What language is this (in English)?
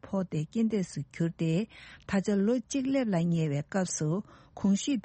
Tibetan